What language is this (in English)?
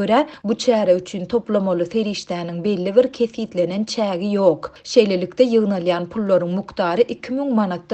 Turkmen